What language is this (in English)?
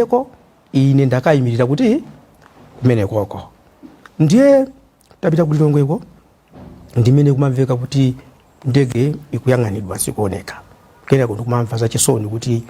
Nyanja